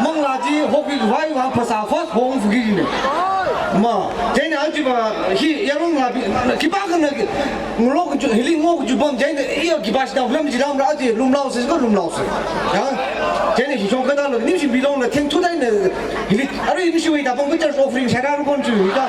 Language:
Tangkhul Naga (India)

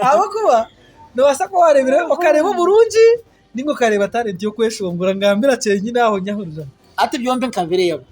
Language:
Nyankole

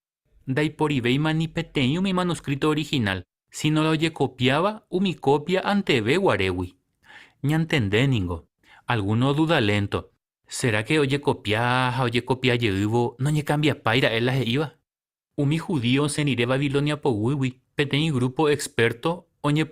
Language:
Guarani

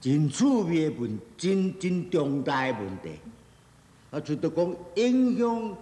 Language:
Min Nan Chinese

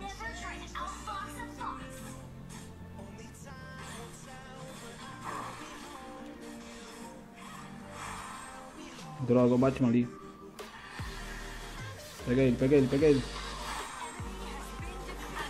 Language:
Portuguese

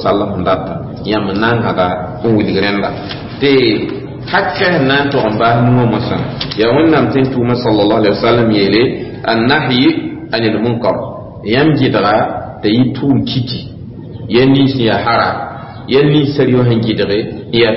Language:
Mossi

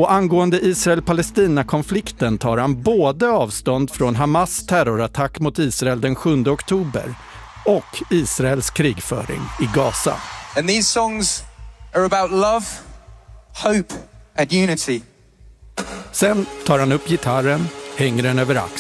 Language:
Swedish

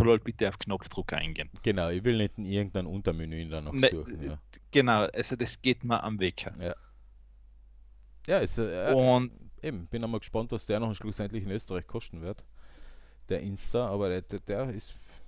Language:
German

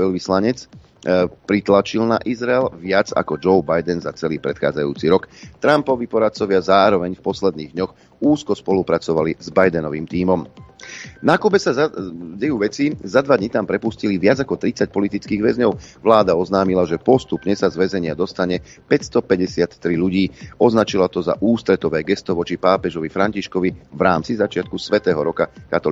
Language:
Slovak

